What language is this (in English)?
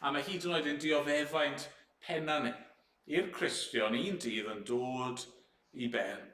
Welsh